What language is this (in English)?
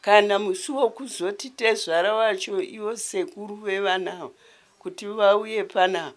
Shona